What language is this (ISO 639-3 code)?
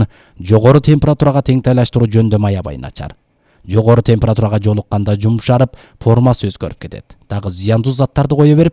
kir